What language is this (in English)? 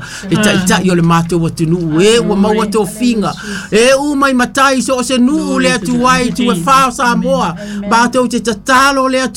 Samoan